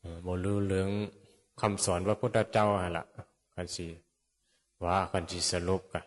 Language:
Northeastern Thai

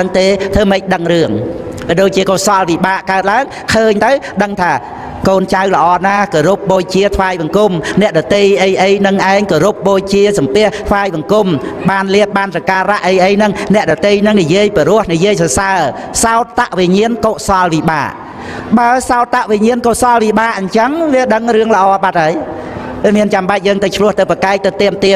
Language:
Khmer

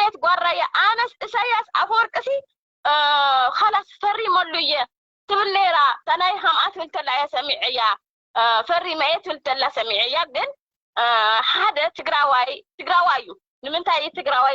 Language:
Tigrinya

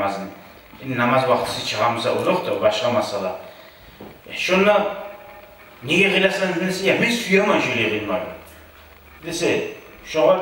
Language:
Kumyk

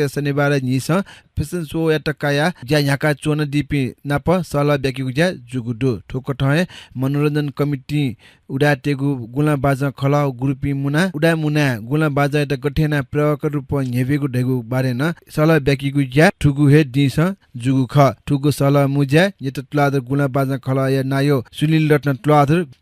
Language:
Newari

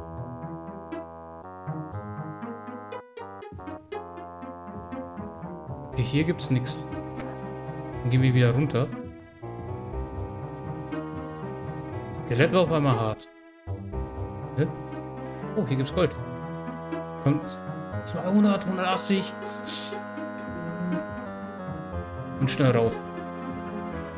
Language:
German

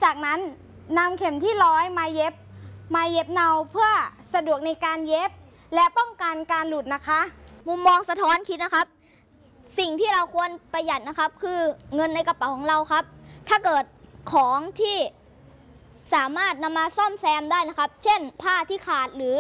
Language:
Thai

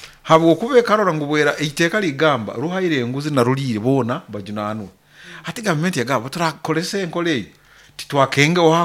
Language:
Nyoro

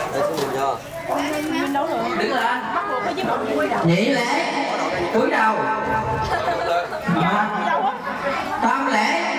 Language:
Vietnamese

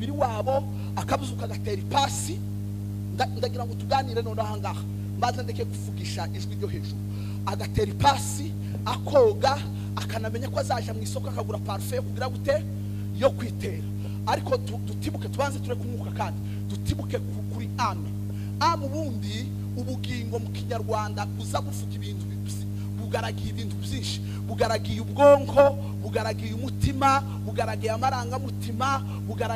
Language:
Kinyarwanda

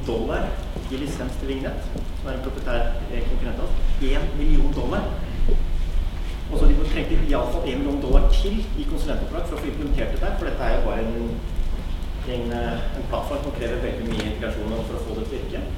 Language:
Norwegian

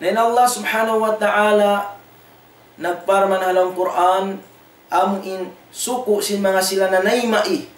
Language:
Tausug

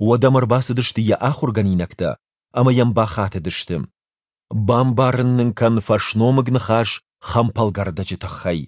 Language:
Ossetic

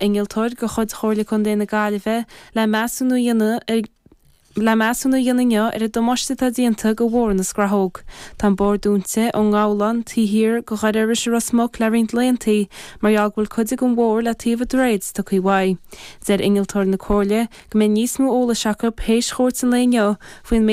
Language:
Irish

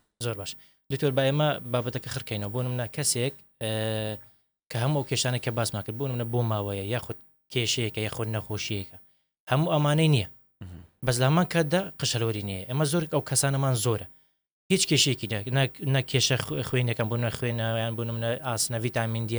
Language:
Central Kurdish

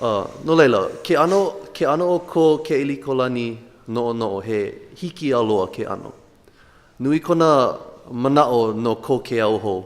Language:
Hawaiian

